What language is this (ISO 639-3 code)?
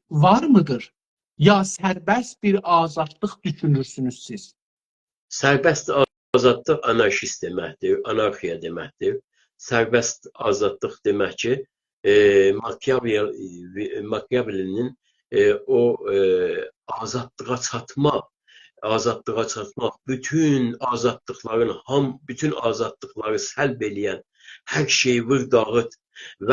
azb